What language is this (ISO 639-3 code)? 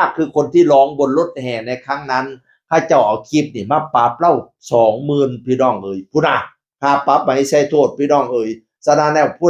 tts